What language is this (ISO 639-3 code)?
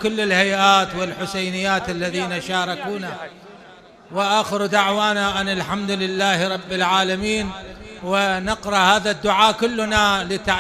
acm